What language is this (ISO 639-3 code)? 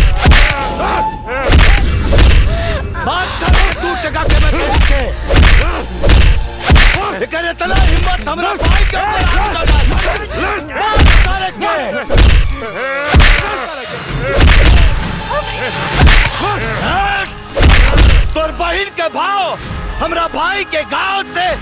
bho